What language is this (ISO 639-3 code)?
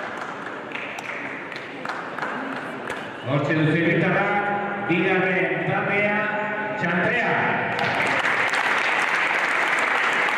eus